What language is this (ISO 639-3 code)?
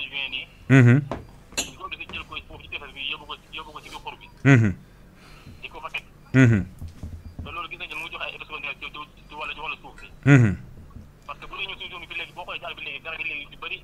wol